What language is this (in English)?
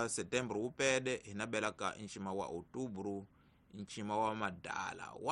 Tsonga